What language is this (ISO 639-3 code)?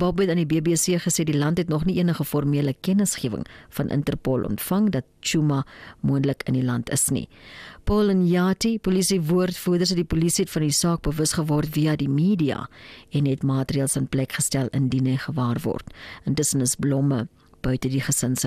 afr